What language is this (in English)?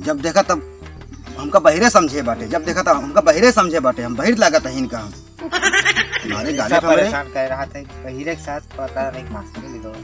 Awadhi